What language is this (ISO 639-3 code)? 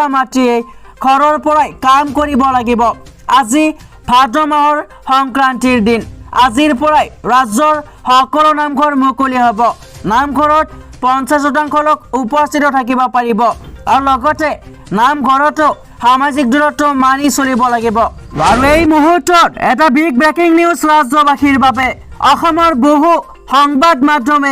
asm